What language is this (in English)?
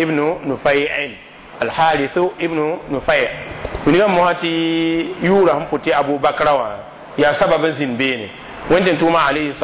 Mossi